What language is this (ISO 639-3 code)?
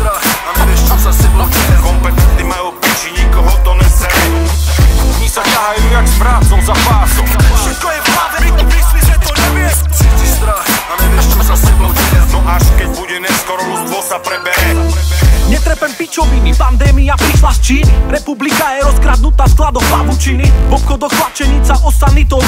slk